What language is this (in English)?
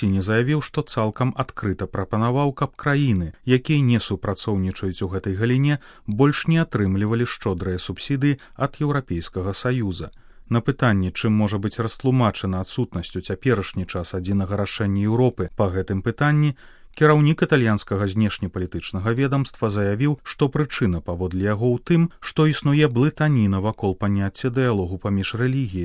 Belarusian